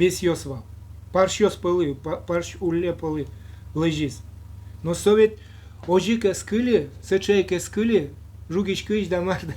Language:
Udmurt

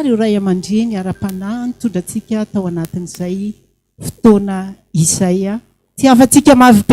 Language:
Malagasy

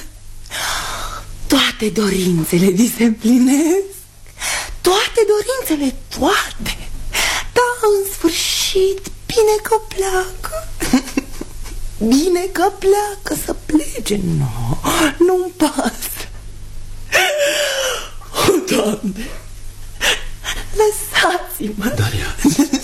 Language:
Romanian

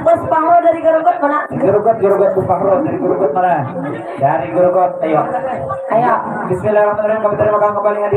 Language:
Banjar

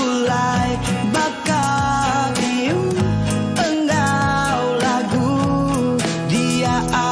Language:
Iban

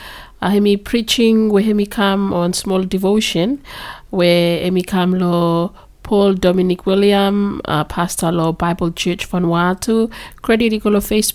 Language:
Bislama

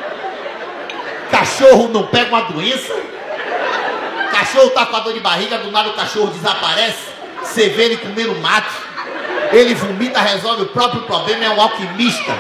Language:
Portuguese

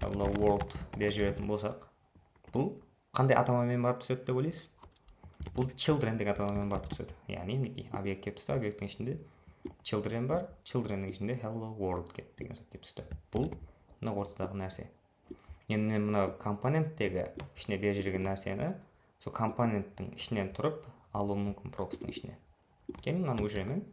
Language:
Kara-Kalpak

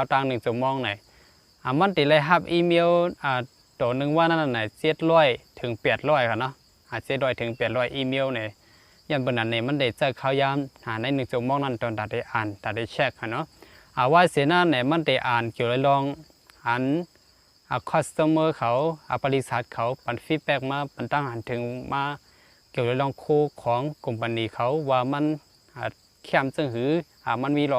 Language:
Shan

